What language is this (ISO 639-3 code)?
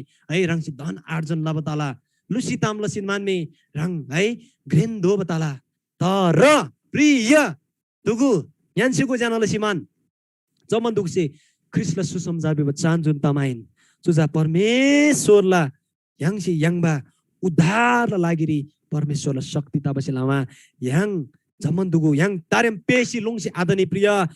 taj